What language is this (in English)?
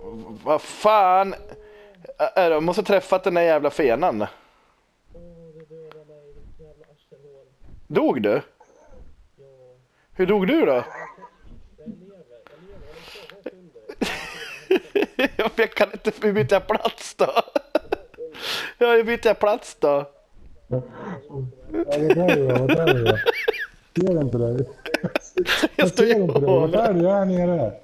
Swedish